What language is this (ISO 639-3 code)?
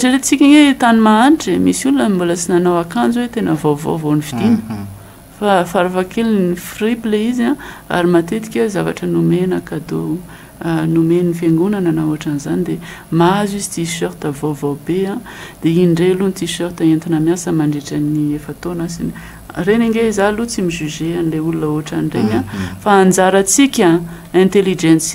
mlg